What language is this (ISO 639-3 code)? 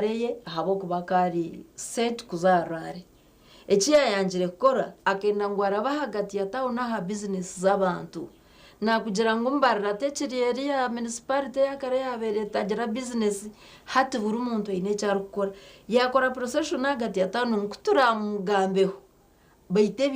nyn